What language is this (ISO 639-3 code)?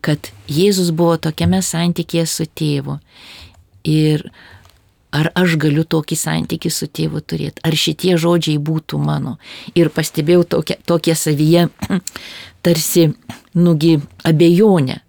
lit